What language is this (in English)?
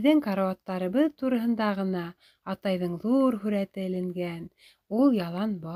Bashkir